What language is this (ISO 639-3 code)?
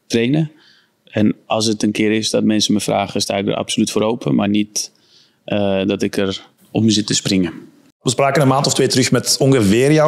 nld